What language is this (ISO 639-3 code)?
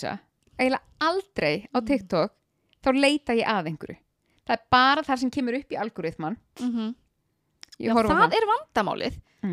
isl